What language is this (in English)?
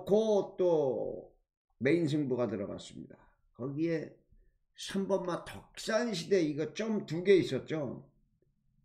Korean